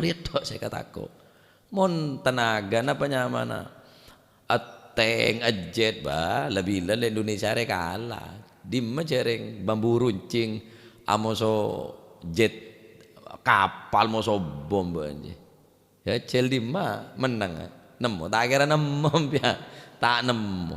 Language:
Madurese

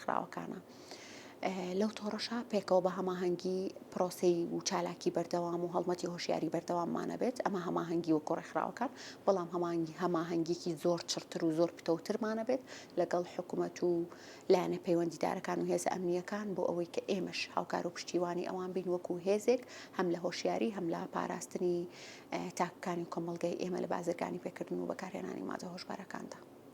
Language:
Central Kurdish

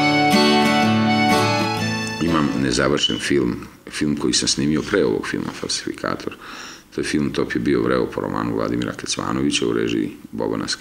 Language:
Serbian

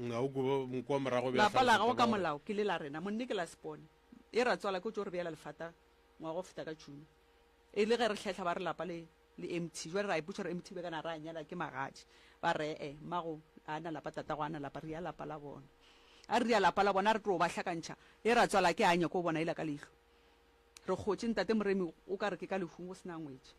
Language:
Northern Sotho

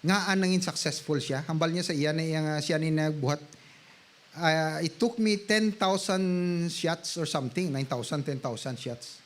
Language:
Hiligaynon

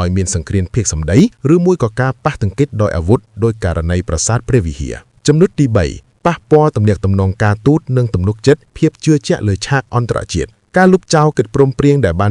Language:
Khmer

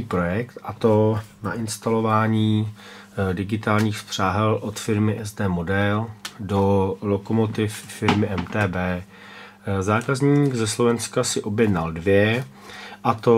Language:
Czech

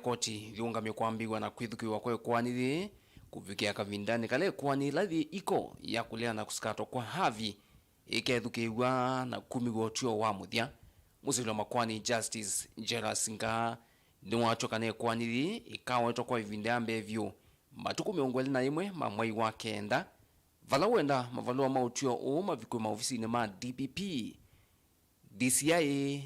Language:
Kamba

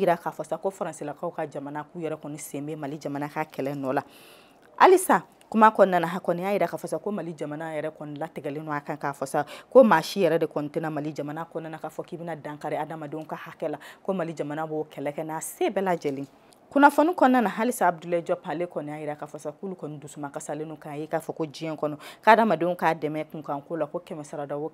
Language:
Bambara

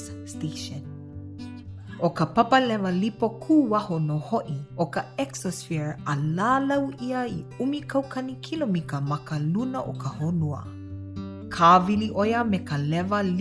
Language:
Hawaiian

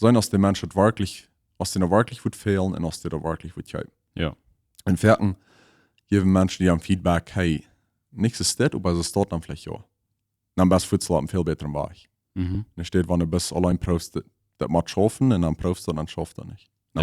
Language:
Plautdietsch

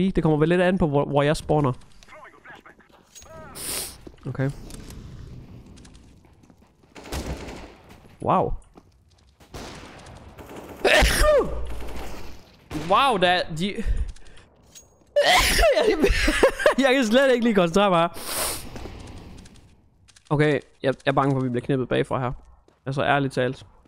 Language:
Danish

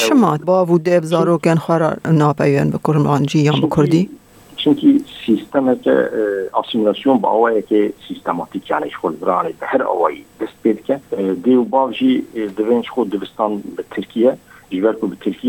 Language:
Kurdish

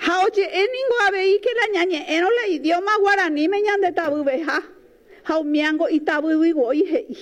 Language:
Guarani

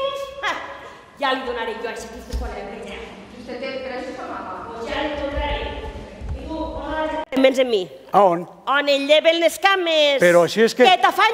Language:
Catalan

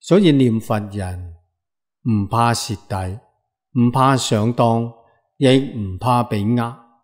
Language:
Cantonese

